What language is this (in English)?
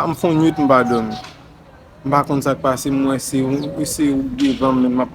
Haitian Creole